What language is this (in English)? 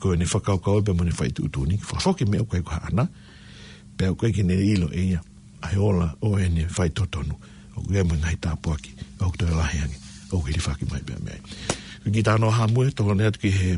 Tongan